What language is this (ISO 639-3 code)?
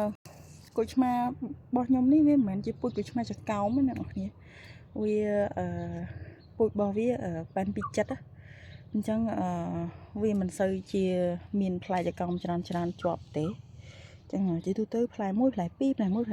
khm